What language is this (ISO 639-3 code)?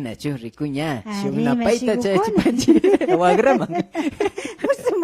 qvi